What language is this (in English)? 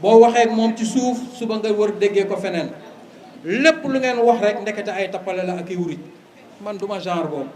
Wolof